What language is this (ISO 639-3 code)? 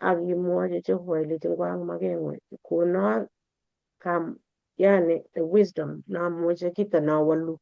kln